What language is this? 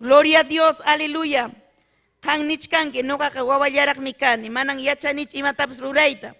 Ayacucho Quechua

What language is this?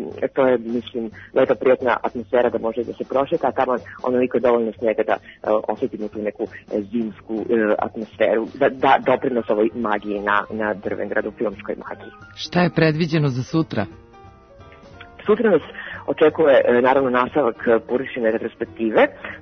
Serbian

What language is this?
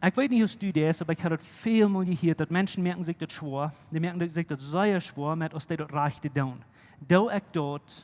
Plautdietsch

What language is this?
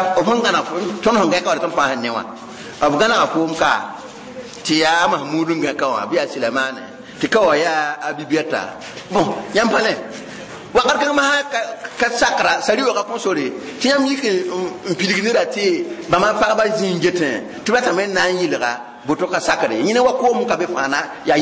Mossi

